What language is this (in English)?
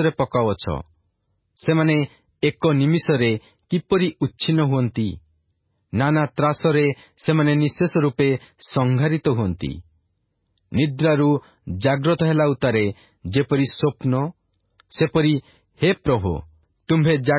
Odia